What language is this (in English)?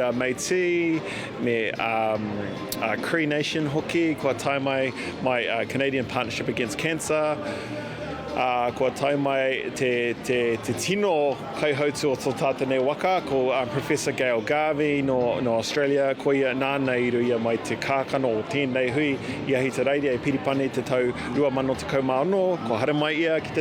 Māori